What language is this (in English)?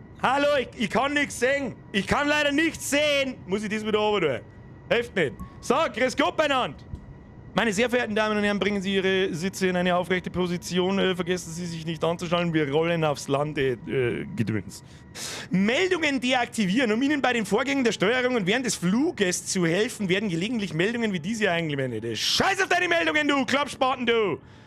Bavarian